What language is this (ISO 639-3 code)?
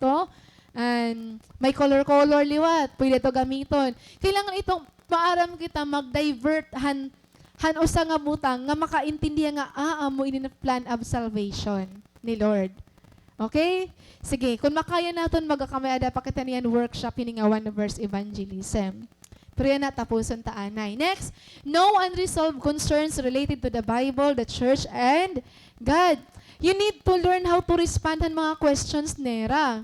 war